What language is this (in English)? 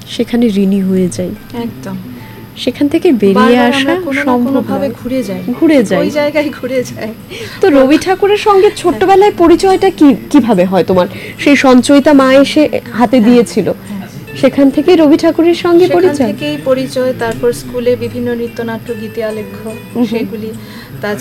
Bangla